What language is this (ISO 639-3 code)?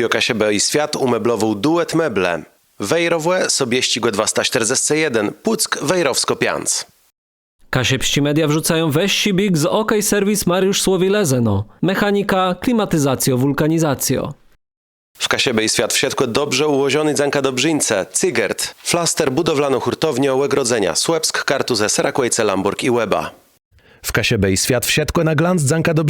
csb